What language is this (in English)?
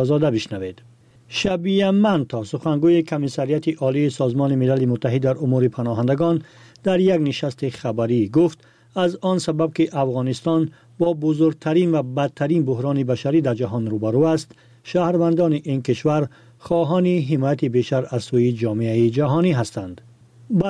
Persian